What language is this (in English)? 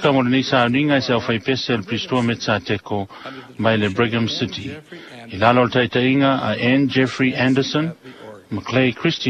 Samoan